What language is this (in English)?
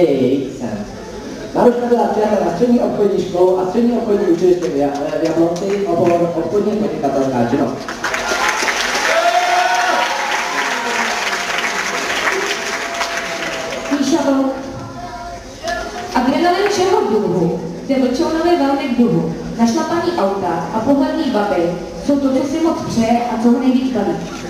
Czech